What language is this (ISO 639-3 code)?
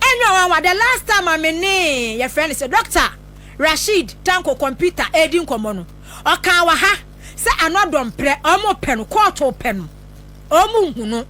aka